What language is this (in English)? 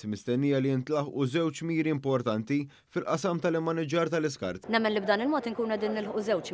Maltese